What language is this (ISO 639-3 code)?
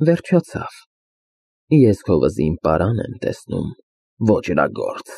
hye